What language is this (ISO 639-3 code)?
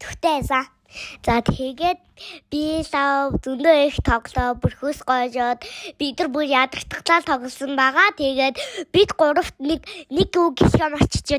mon